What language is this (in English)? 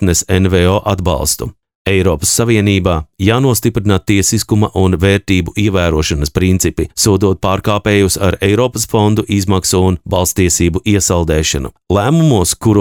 Latvian